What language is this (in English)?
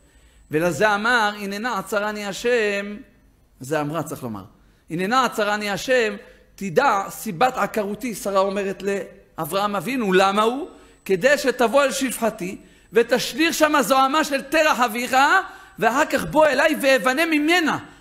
Hebrew